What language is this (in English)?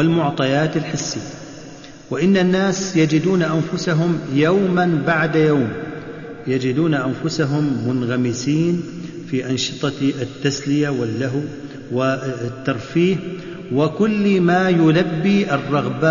Arabic